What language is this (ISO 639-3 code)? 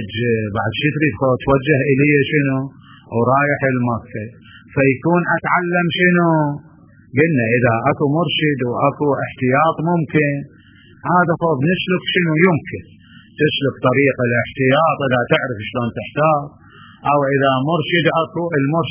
acm